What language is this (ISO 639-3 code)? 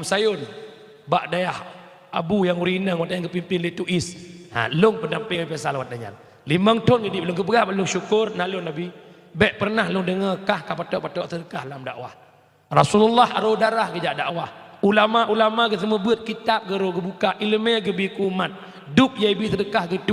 ace